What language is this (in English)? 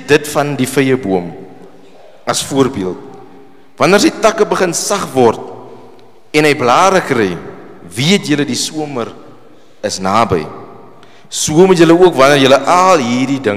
Afrikaans